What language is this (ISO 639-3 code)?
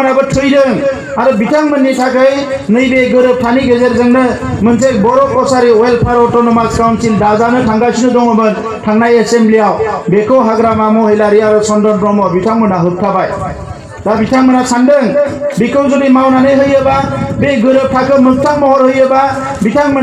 brx